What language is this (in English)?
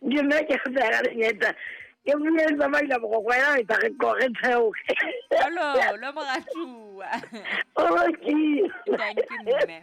Southern Sotho